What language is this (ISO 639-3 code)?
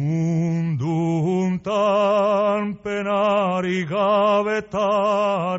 eus